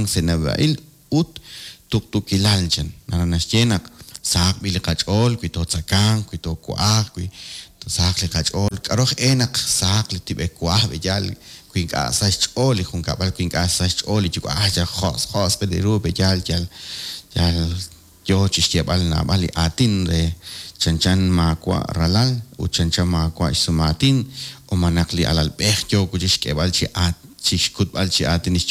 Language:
Kekchí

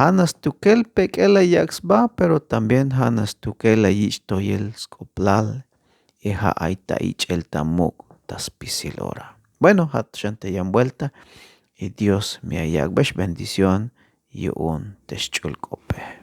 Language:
Tzeltal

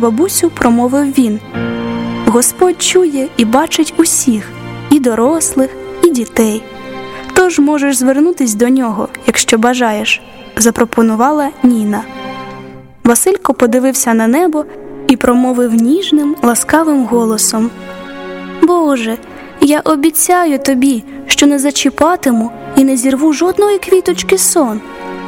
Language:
Ukrainian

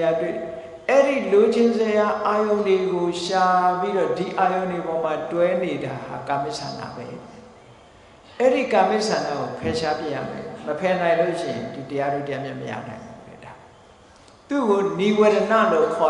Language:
Burmese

